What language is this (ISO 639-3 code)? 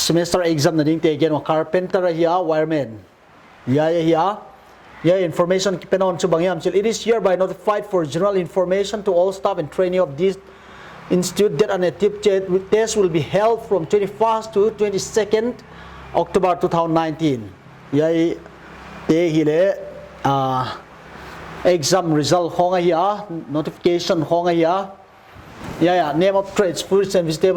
pck